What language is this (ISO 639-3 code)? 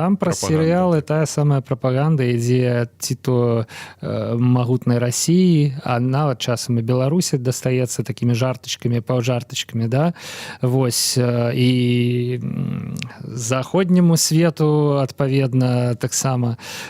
bel